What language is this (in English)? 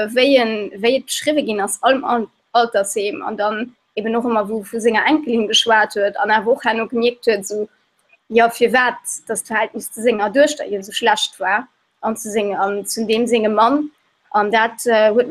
Luxembourgish